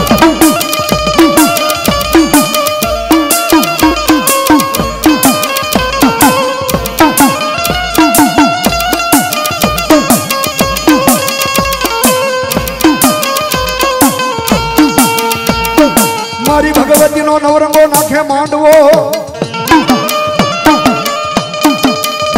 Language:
Gujarati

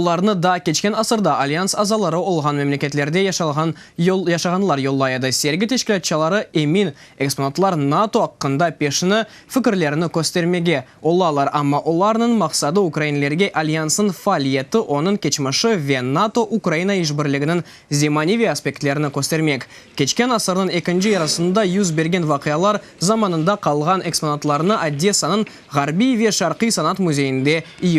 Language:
Crimean Tatar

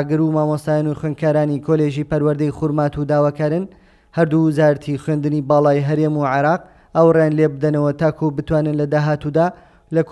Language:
Central Kurdish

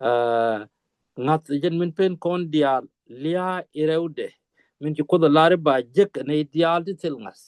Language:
Nuer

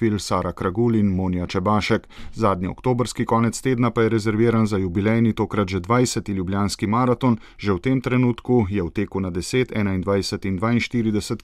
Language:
Slovenian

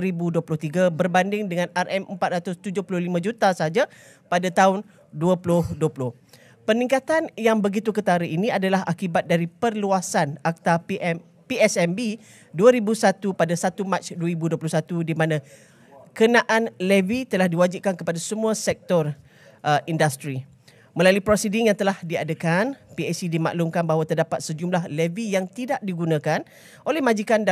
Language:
Malay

